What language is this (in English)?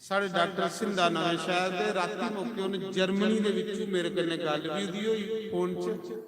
Dogri